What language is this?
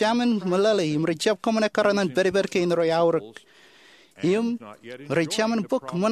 Marshallese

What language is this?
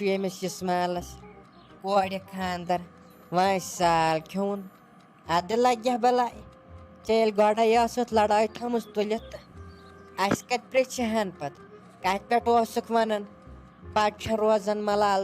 Kashmiri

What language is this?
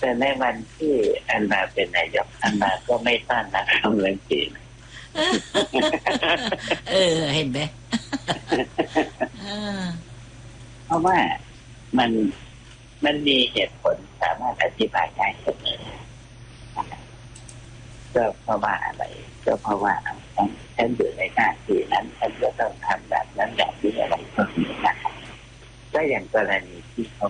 Thai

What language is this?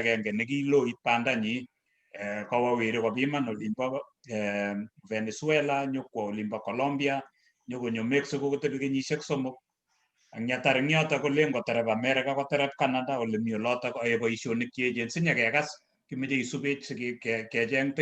Kalenjin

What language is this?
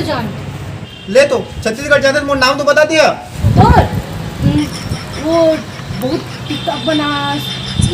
Chhattisgarhi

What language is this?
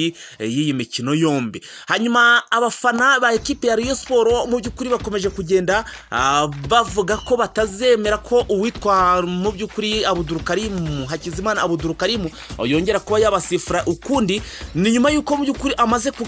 Kinyarwanda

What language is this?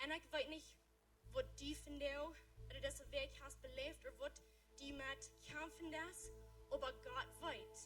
Plautdietsch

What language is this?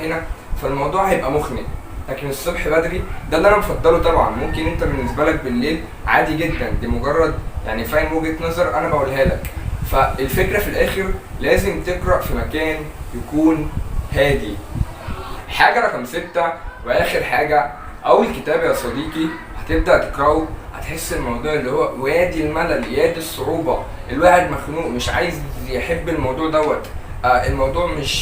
Egyptian Arabic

